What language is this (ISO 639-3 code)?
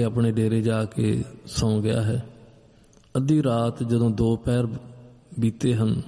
pan